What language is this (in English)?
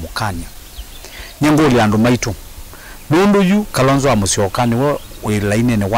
Kamba